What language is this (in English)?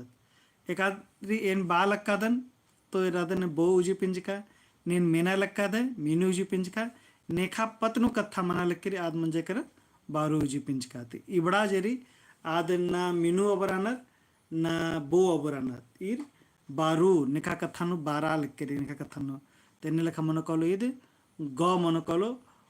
Kurukh